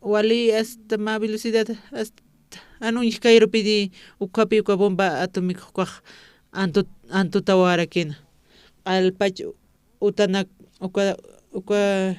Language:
Aymara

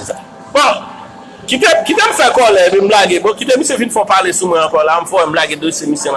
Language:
Haitian Creole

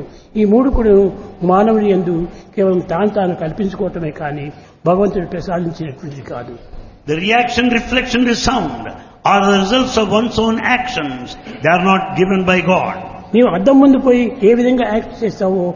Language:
Telugu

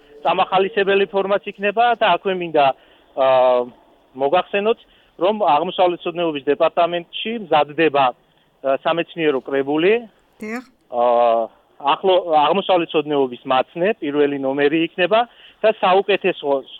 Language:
Georgian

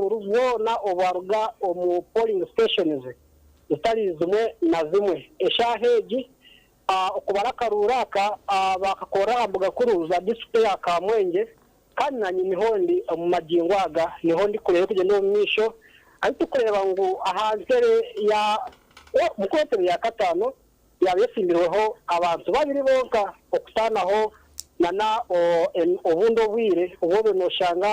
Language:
Nyankole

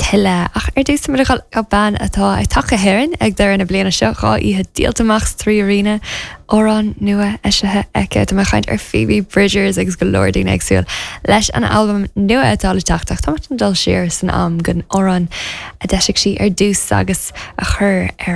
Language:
Irish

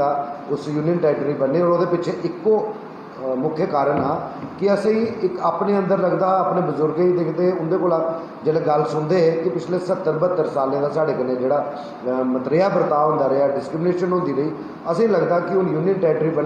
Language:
Dogri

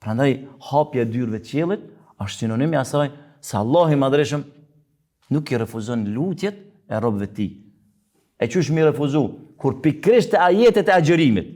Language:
Albanian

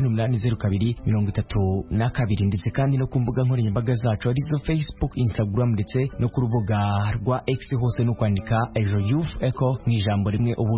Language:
Kinyarwanda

